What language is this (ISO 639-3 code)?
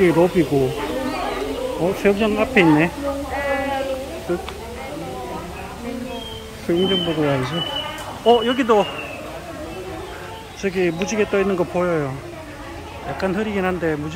kor